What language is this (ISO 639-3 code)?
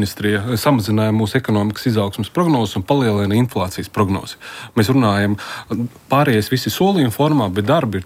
lav